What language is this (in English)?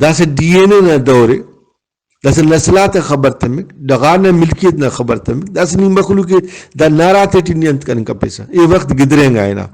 Brahui